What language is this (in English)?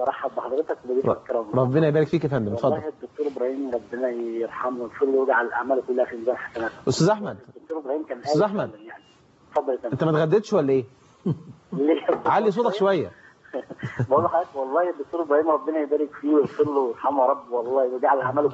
Egyptian Arabic